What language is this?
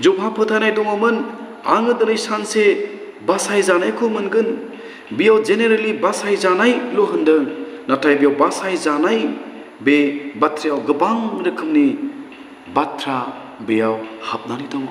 Bodo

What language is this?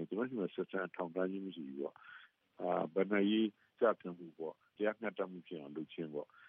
Burmese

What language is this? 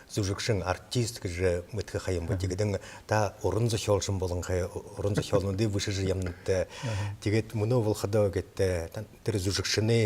Buriat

